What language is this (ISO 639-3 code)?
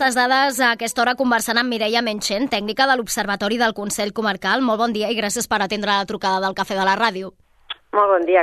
cat